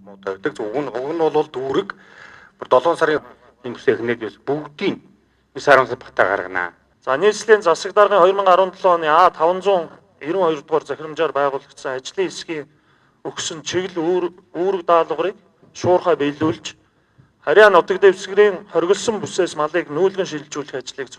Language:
Mongolian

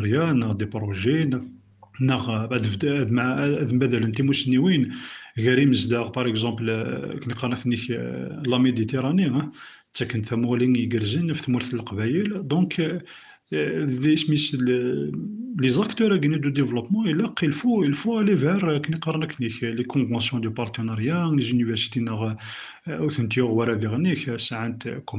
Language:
Kabyle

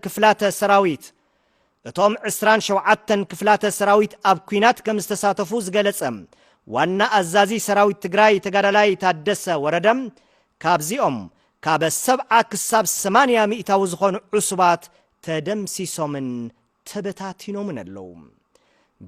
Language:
Tigrinya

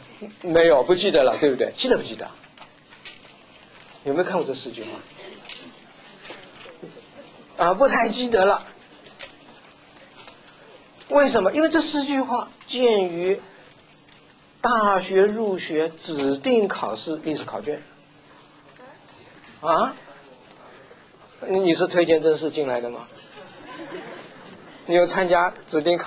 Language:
Chinese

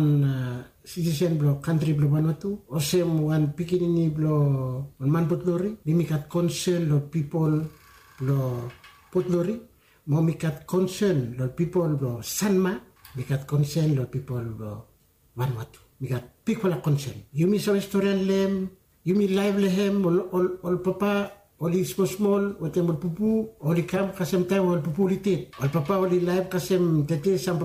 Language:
Bislama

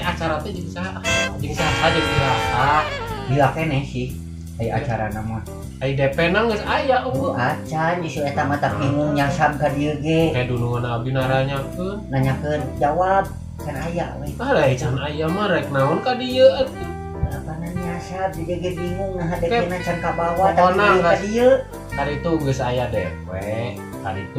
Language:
Sundanese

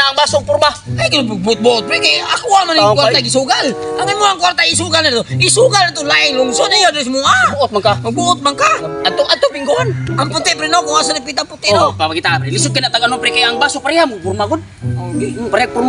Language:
Cebuano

